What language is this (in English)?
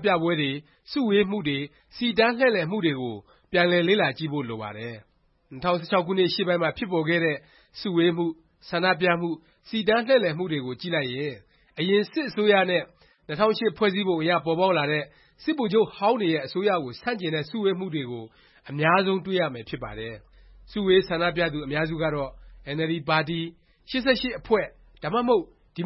Burmese